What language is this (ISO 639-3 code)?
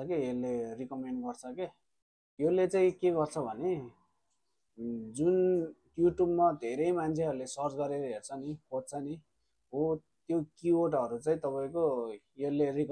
nep